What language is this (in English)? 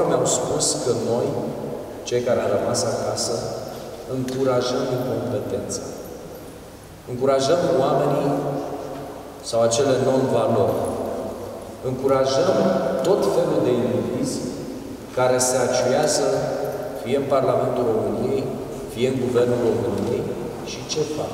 Romanian